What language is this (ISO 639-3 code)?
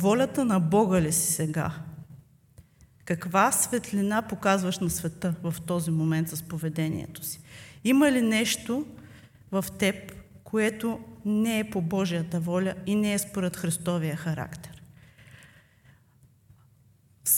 bul